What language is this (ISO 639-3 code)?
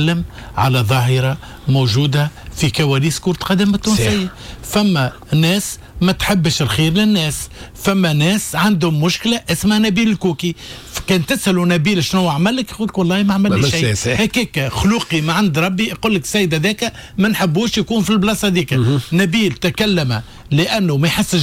aeb